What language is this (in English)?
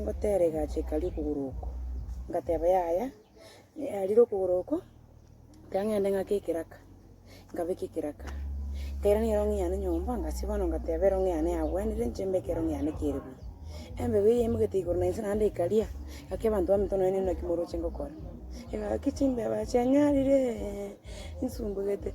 Gusii